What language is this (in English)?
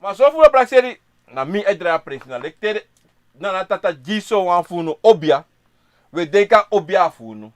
Sranan Tongo